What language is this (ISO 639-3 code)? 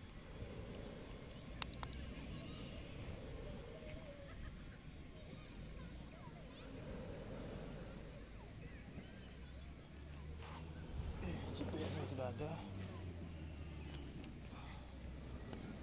msa